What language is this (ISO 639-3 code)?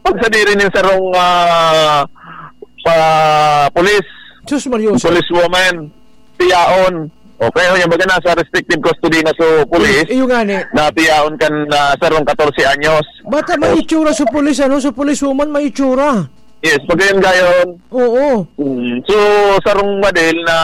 bik